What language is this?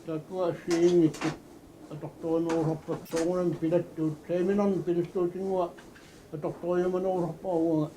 Kalaallisut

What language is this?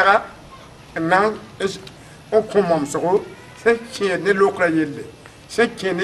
Mossi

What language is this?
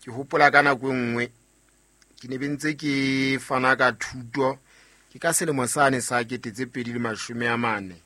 Southern Sotho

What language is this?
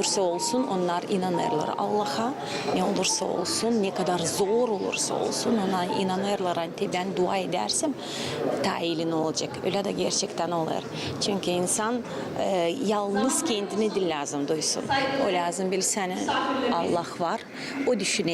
Gagauz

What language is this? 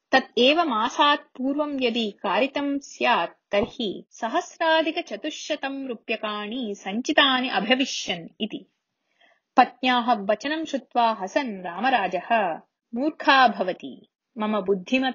Sanskrit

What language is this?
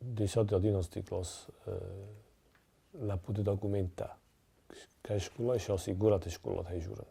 Ossetic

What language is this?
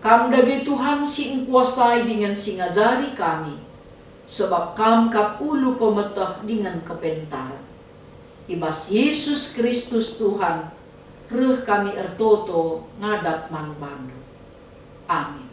Batak Karo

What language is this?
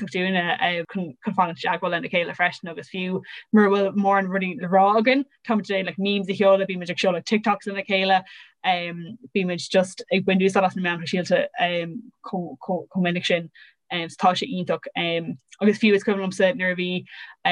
Irish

